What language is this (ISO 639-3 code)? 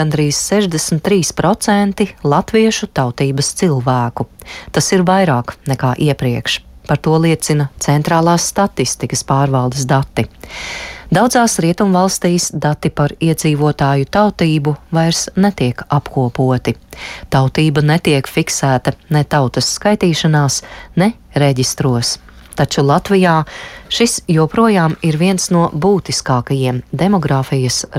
lav